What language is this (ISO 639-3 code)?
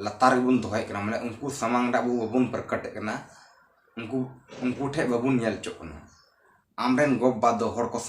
sat